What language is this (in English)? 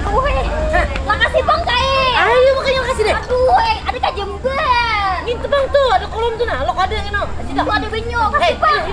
Banjar